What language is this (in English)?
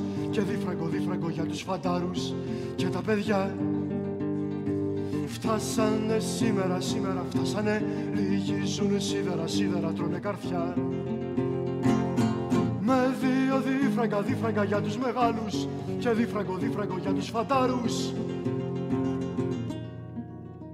Greek